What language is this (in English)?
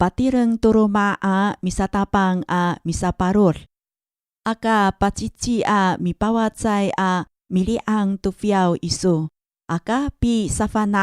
Amis